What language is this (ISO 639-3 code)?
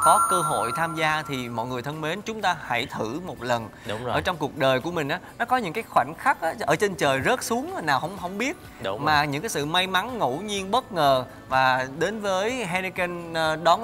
vie